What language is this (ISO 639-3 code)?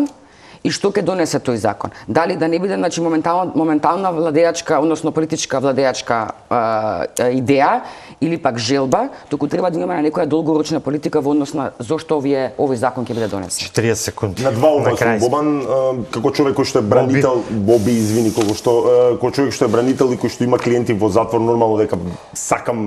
mkd